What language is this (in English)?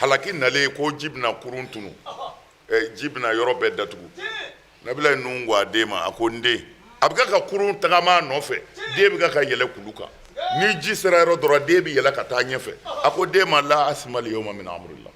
Bambara